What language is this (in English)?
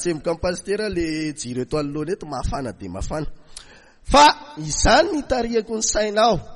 Malagasy